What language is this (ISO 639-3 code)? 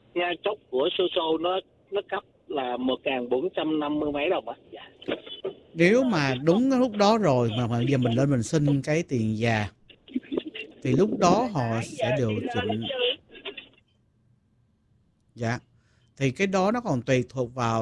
vie